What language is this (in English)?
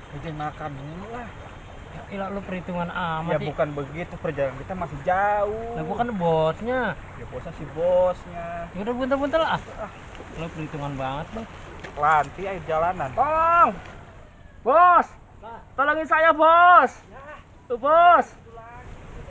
Betawi